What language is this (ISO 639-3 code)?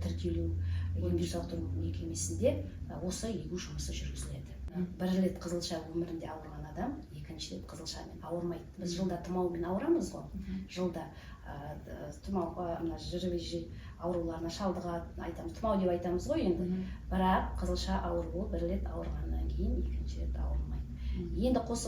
kaz